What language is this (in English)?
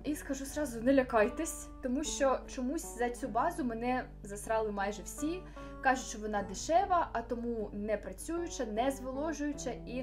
Ukrainian